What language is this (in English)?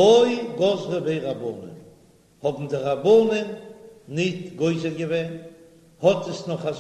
Yiddish